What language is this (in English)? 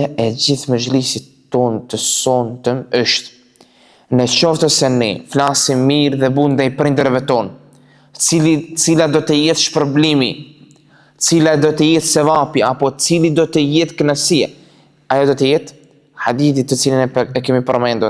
Albanian